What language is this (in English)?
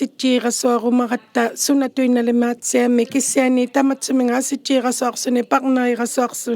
Inuktitut